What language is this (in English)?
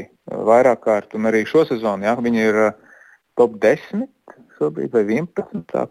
Latvian